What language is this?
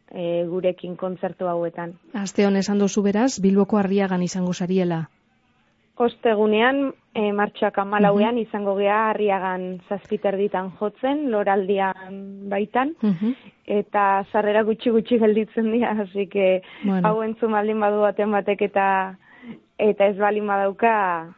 Basque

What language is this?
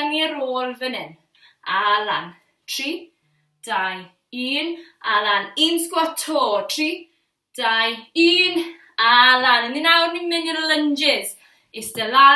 Welsh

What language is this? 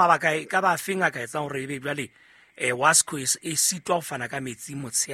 Southern Sotho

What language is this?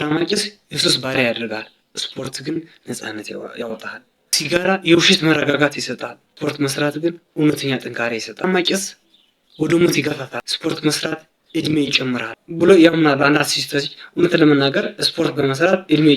Amharic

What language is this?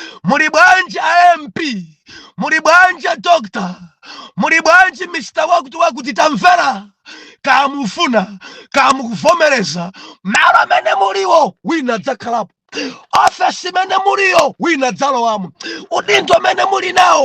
Nyanja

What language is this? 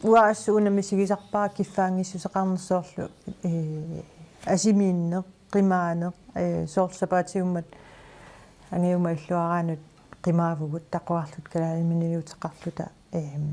Kalaallisut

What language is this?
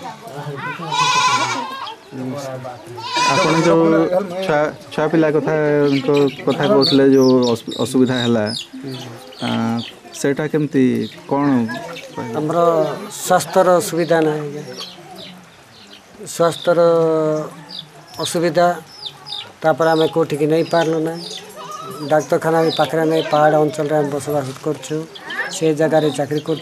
Odia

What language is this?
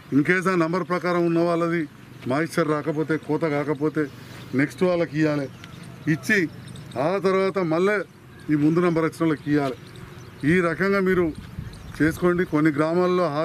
Telugu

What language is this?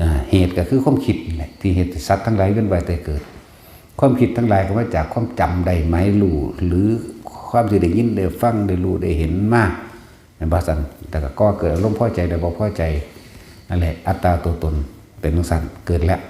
Northeastern Thai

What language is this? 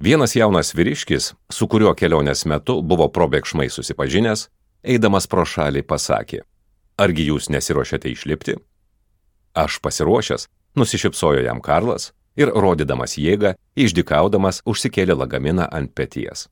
Lithuanian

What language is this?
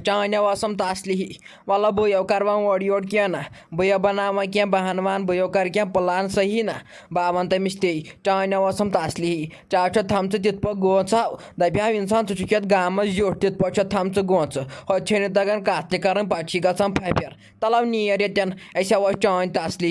Kashmiri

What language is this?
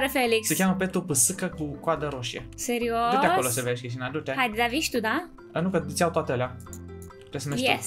Romanian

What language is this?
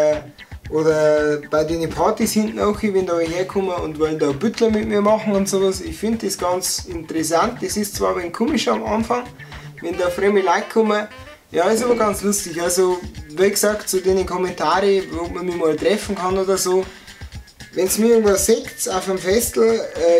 Bavarian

